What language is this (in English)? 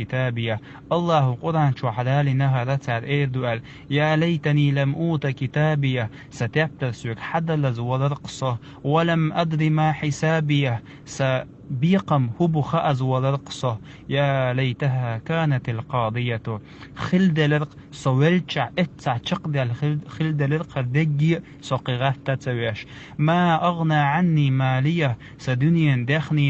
Chechen